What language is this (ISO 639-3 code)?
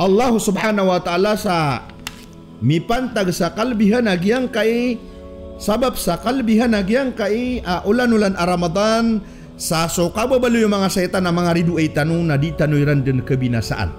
mrw